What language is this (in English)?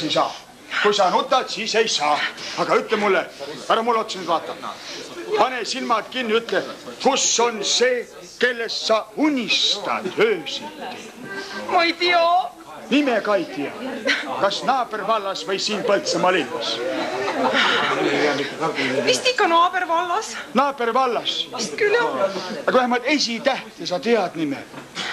Estonian